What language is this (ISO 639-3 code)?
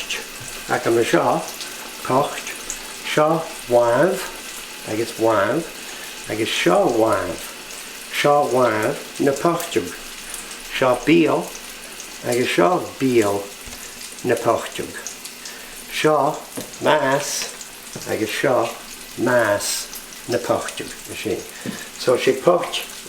gla